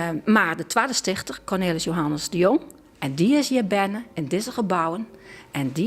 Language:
Western Frisian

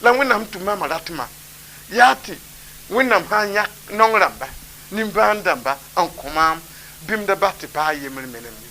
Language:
Mossi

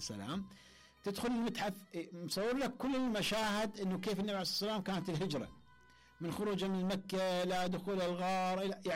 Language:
Mesopotamian Arabic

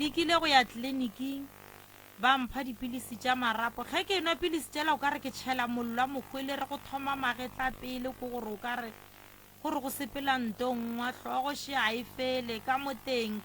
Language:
Northern Sotho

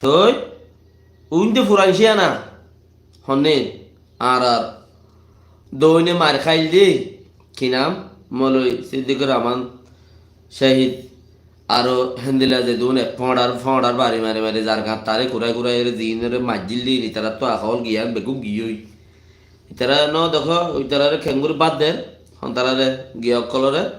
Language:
Rohingya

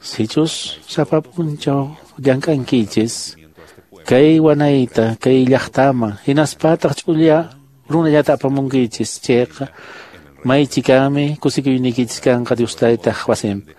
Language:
Quechua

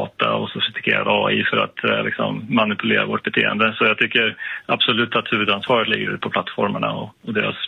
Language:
Swedish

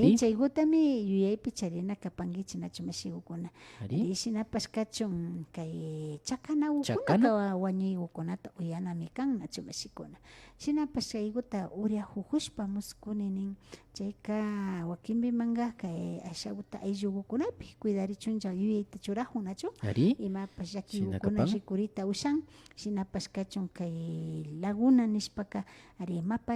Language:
Imbabura Highland Quichua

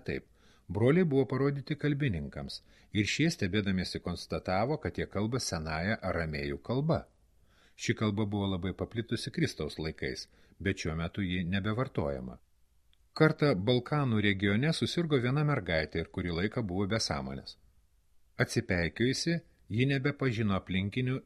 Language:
Lithuanian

